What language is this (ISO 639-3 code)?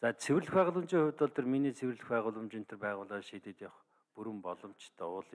mon